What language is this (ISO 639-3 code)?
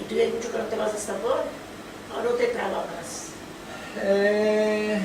lad